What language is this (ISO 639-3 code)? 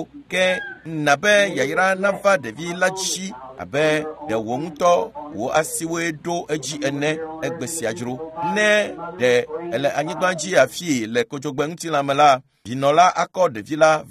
ewe